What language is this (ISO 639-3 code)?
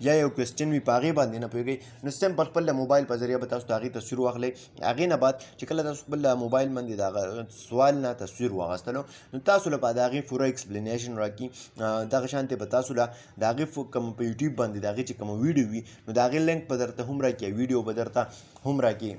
pus